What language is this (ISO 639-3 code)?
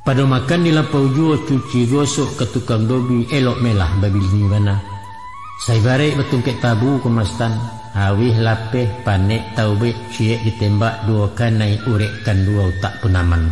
min